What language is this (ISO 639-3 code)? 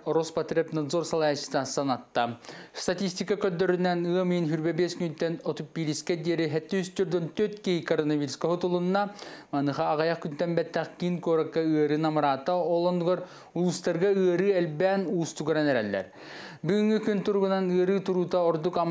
sah